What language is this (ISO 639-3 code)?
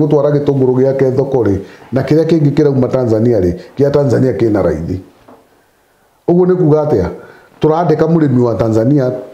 kik